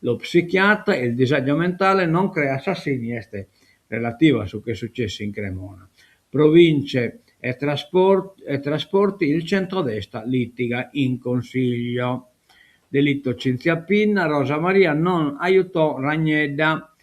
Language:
Sardinian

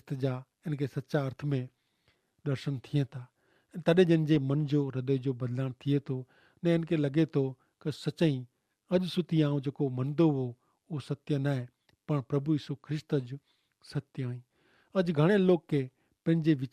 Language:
Kachhi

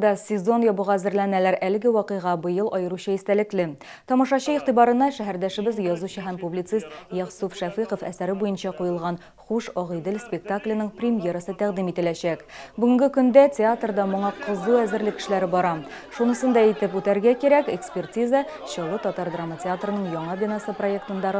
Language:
Tatar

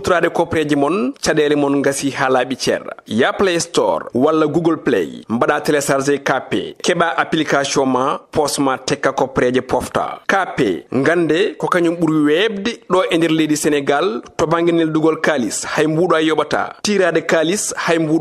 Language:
Fula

